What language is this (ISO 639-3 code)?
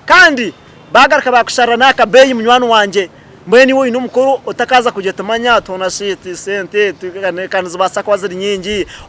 nyn